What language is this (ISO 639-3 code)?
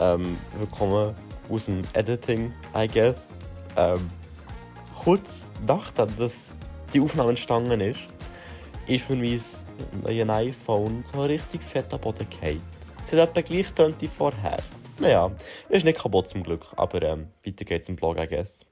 gsw